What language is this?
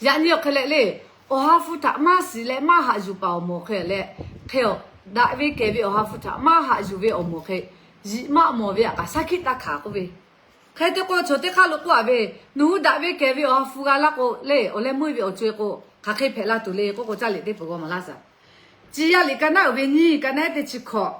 Lahu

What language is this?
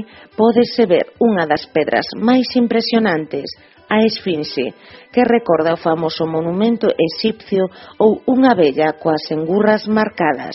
Galician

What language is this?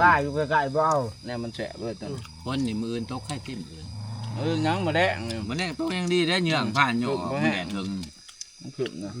Northeastern Thai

